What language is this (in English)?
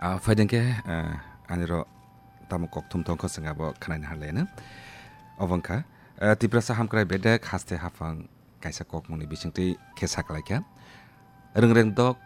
Kok Borok